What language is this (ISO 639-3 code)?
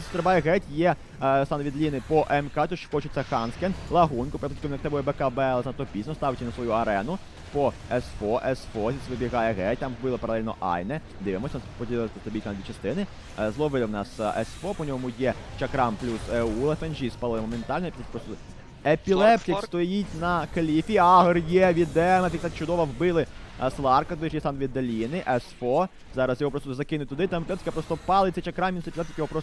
ukr